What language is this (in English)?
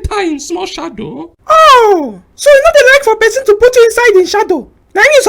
Nigerian Pidgin